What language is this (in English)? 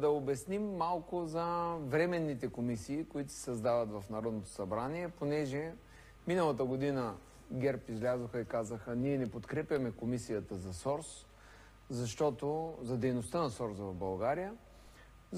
Bulgarian